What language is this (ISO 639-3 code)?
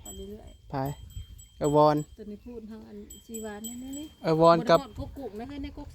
tts